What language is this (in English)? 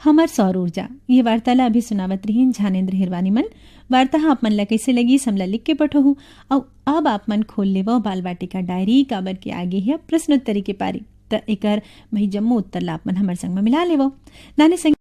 Chhattisgarhi